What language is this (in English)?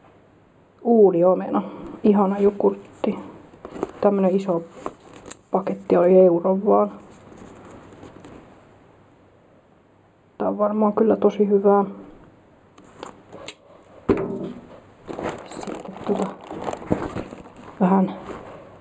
Finnish